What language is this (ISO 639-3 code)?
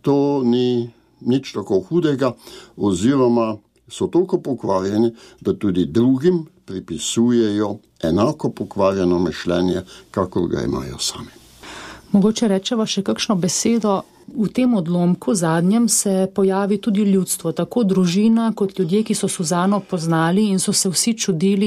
slv